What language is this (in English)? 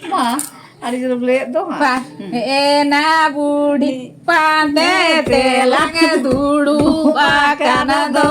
Santali